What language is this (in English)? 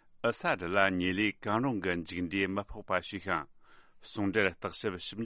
Tibetan